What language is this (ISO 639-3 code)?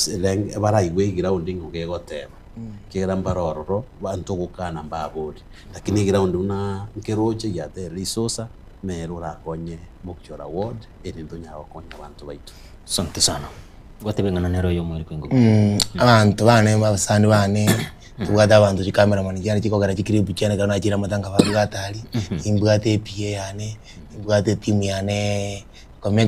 guz